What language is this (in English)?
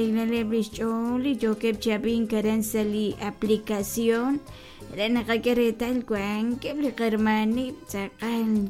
Kekchí